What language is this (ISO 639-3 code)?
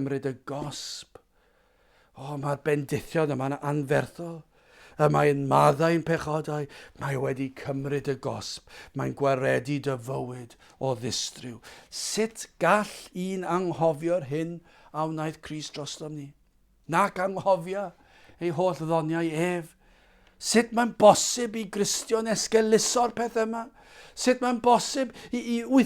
cym